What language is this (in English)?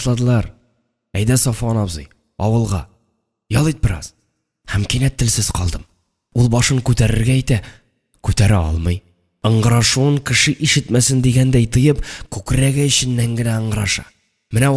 Tatar